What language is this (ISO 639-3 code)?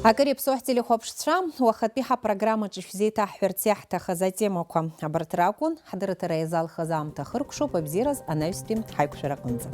abk